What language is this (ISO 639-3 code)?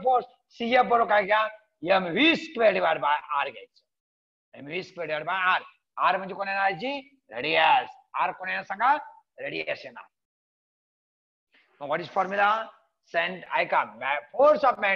mar